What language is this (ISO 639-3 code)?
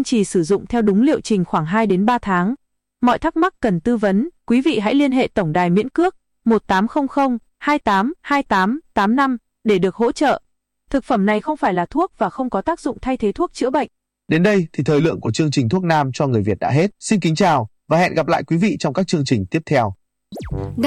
vie